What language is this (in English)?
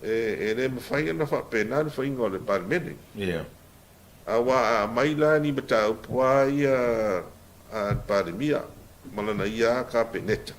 Samoan